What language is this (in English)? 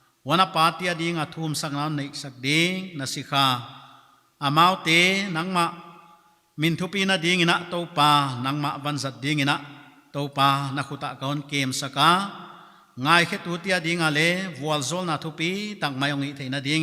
Paite Chin